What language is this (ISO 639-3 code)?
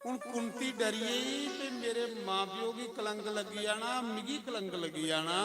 doi